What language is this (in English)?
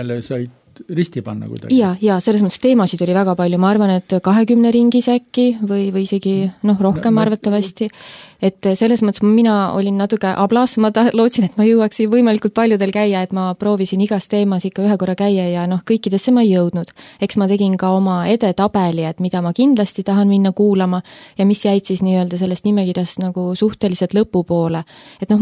Estonian